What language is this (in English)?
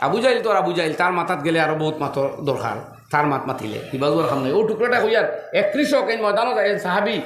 Sylheti